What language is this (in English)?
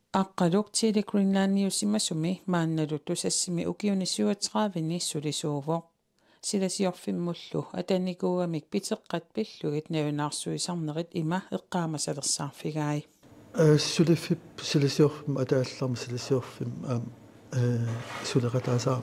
Kalaallisut